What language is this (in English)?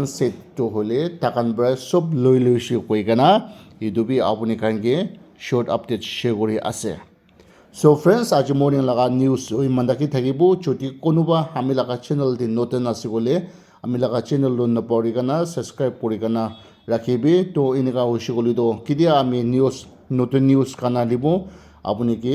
Naga Pidgin